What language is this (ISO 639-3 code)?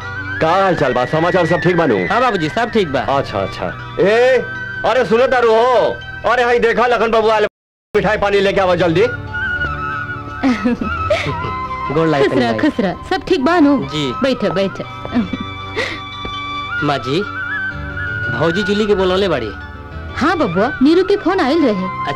bho